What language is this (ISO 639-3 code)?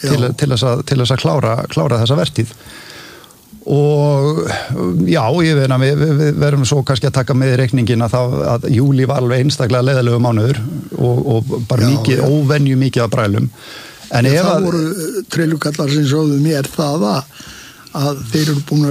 isl